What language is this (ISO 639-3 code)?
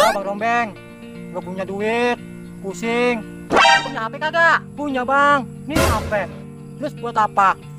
bew